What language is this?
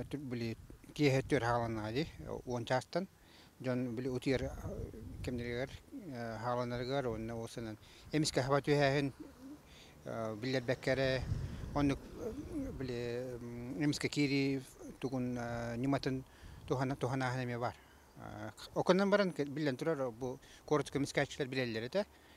Yakut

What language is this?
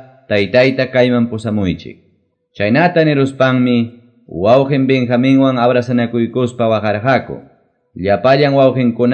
Quechua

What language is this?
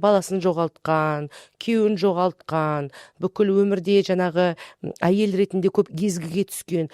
Kazakh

